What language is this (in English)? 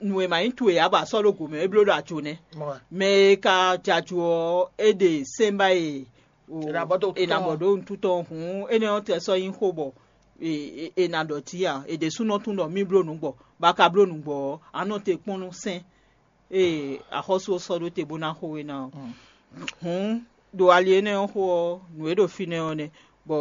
Fon